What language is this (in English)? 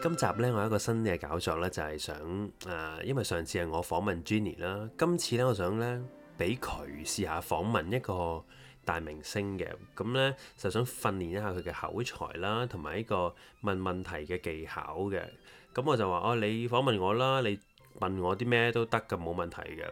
Cantonese